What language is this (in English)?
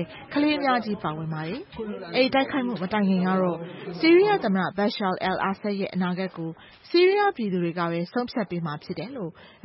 Burmese